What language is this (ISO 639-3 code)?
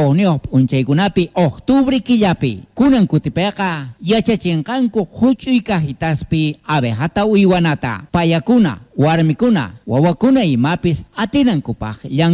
quh